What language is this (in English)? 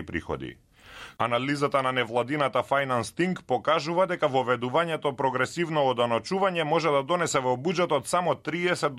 Macedonian